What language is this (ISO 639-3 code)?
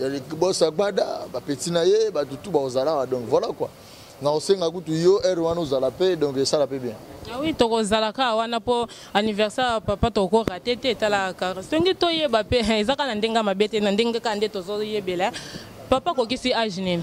lin